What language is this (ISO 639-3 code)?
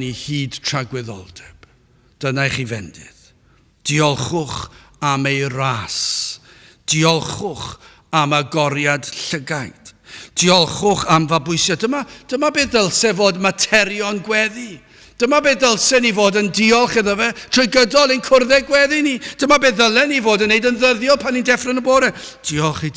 cym